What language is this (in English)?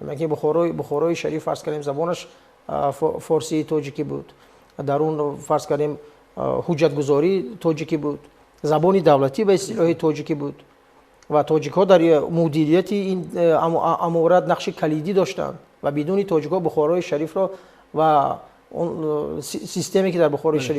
Tajik